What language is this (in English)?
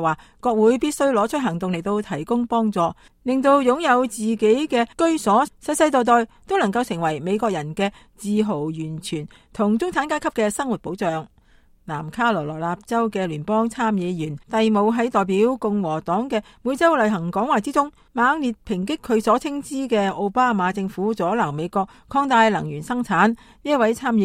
Cantonese